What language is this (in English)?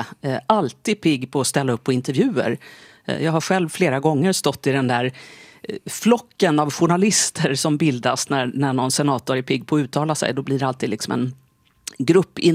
Swedish